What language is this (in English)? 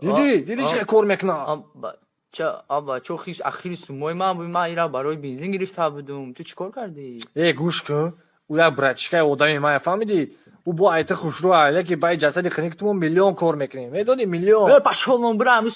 Tajik